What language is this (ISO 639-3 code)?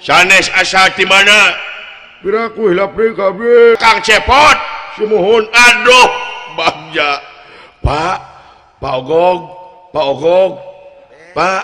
sun